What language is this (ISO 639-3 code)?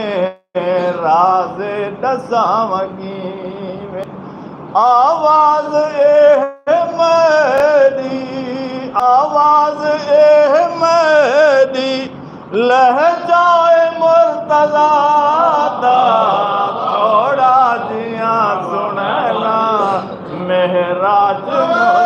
skr